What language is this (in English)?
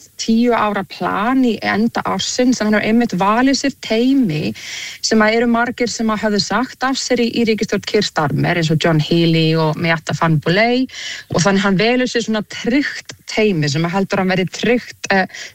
Icelandic